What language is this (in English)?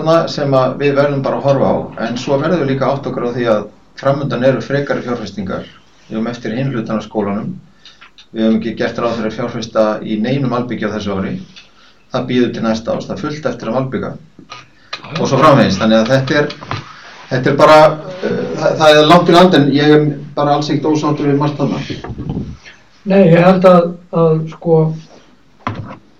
Icelandic